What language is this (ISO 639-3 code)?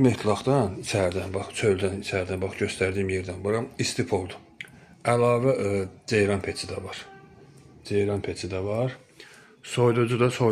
aze